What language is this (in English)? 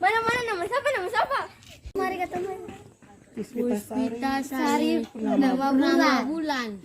Ambonese Malay